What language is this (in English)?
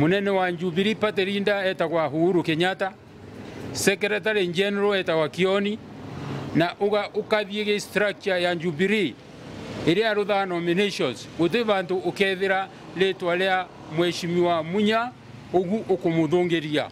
Meru